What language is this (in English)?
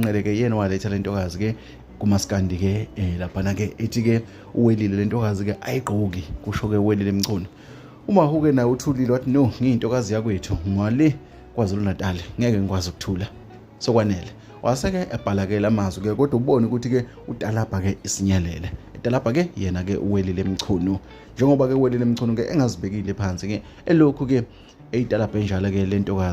Zulu